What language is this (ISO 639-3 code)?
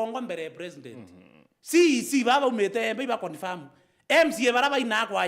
mer